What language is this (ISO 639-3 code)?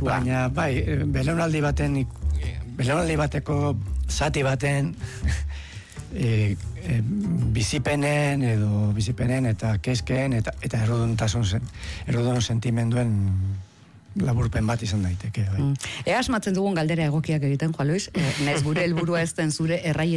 eus